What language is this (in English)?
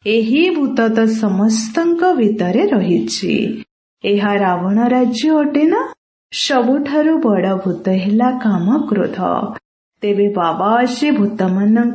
Odia